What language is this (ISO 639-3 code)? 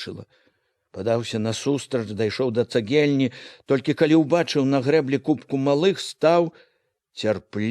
bel